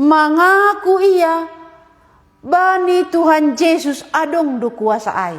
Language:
Batak Simalungun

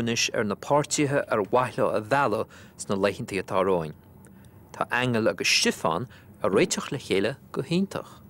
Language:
Irish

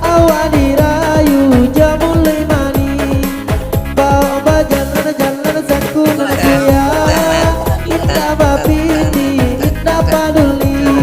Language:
Minangkabau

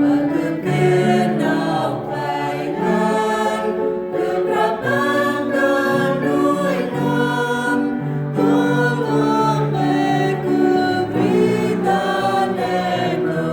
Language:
Central Mnong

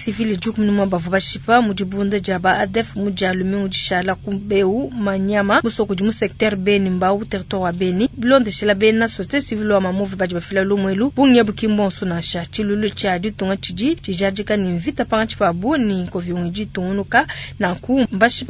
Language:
Luba-Lulua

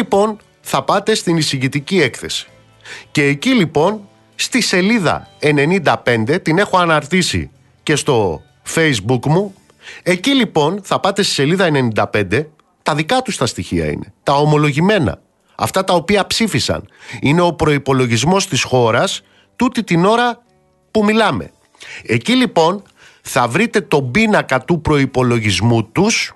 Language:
Greek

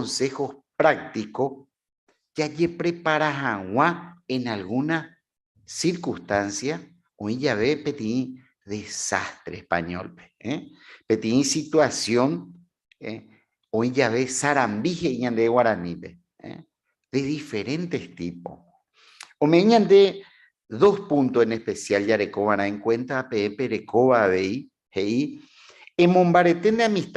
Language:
Guarani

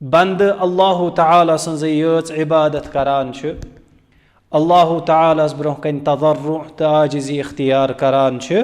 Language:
Kashmiri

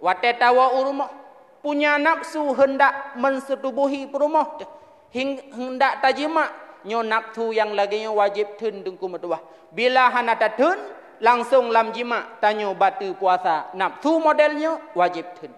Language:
Achinese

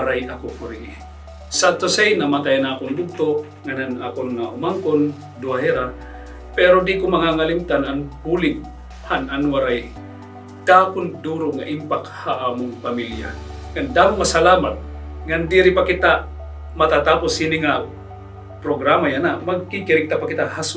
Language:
Waray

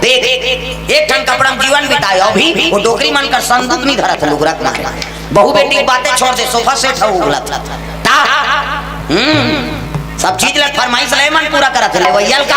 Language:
Chhattisgarhi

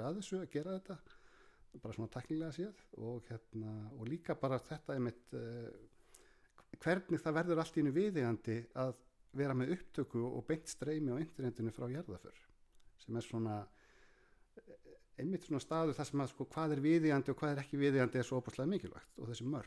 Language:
Icelandic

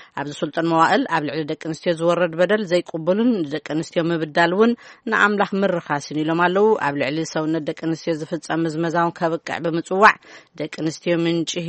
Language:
Tigrinya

